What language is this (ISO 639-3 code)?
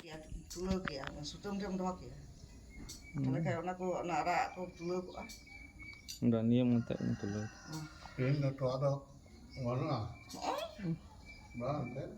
sat